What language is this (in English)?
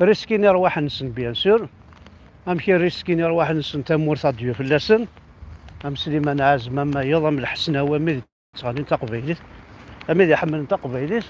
Kabyle